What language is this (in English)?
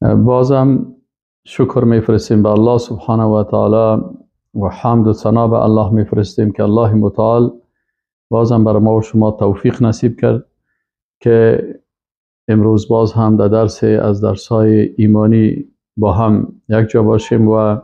Persian